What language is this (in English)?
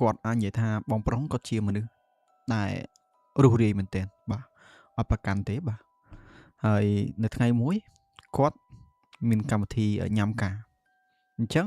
Khmer